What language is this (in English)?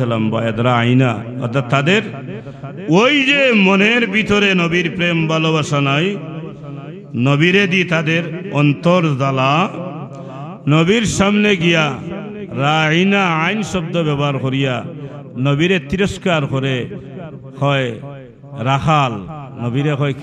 Sylheti